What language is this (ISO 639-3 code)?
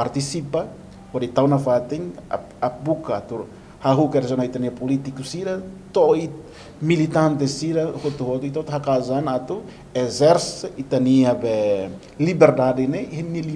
tet